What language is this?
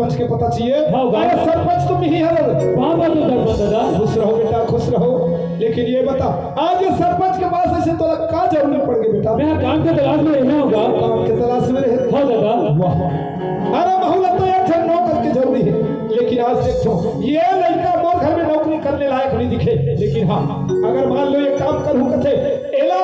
Chhattisgarhi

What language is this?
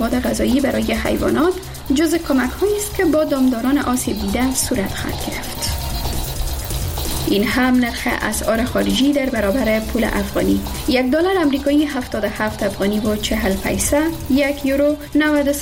Persian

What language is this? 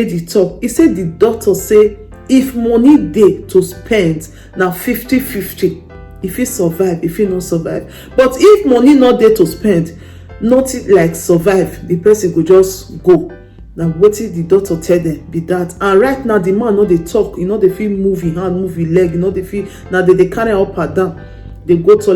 Nigerian Pidgin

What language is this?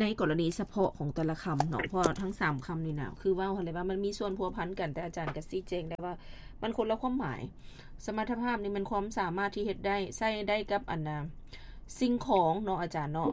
Lao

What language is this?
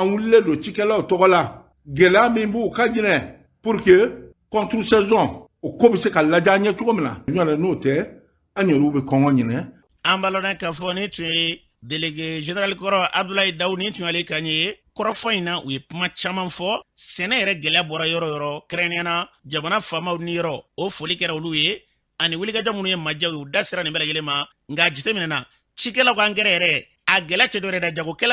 Bambara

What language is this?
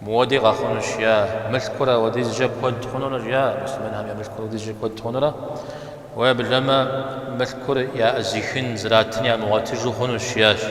Kabardian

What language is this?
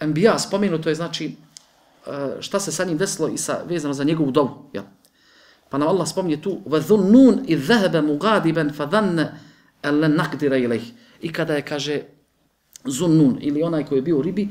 Bosnian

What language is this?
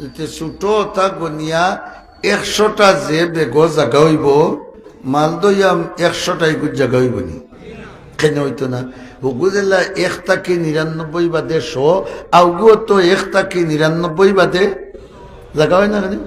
Sylheti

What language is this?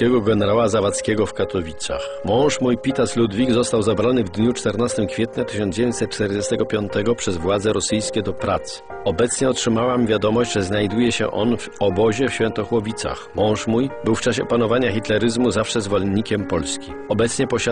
Polish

